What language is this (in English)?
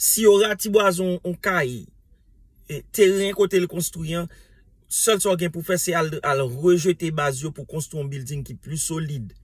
Haitian Creole